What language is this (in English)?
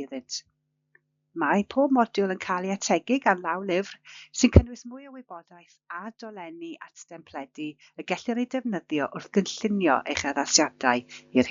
Welsh